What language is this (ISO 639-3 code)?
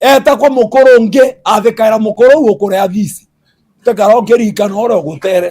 mer